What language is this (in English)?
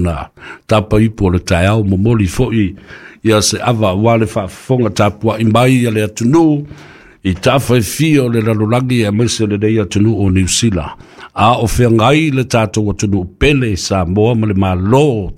Samoan